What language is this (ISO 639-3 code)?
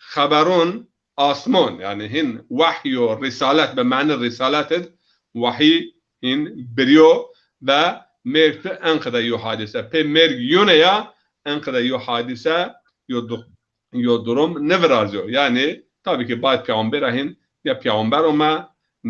zza